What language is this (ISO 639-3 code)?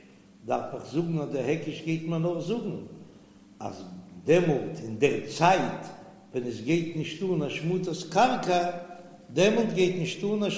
yid